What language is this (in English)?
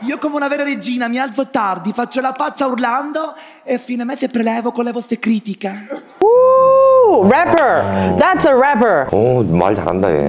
Italian